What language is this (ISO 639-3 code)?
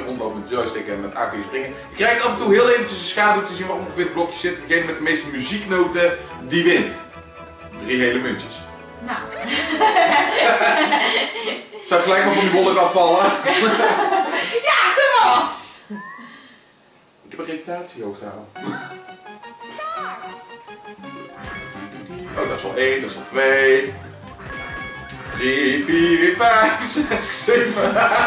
nld